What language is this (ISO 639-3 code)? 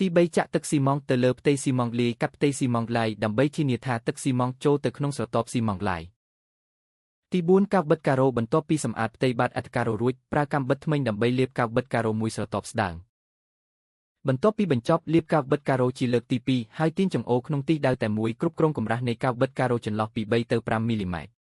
khm